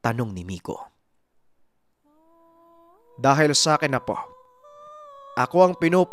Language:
Filipino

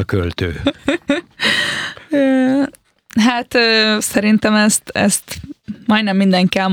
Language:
Hungarian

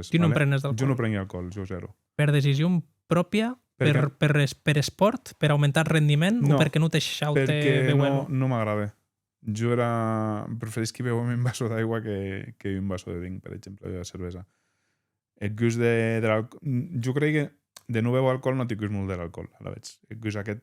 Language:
Occitan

